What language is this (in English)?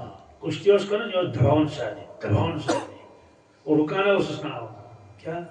Kashmiri